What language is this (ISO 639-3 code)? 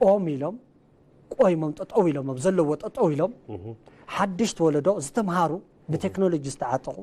tir